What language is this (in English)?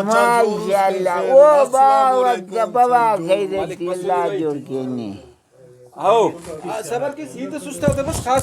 Brahui